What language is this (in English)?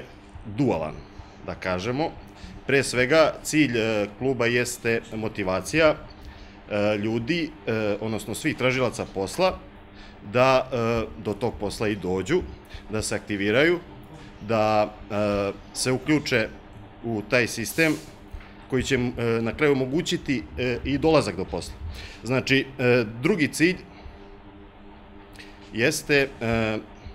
Serbian